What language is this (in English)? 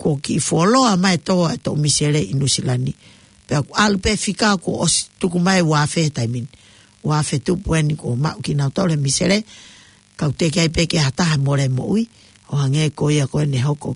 Tongan